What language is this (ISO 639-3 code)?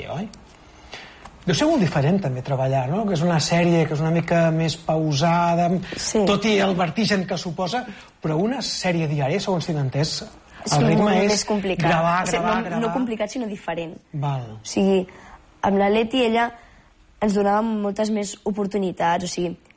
cat